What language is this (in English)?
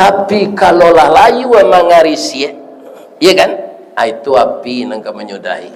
Minangkabau